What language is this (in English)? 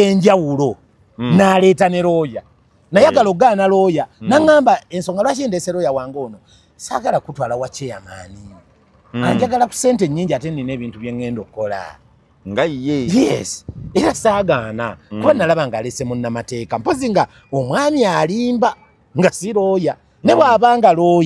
Ganda